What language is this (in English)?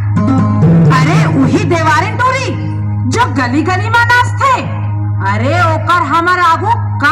Chhattisgarhi